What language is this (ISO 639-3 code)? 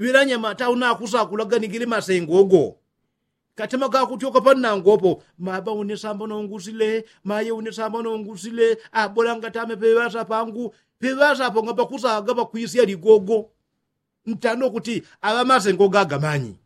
yao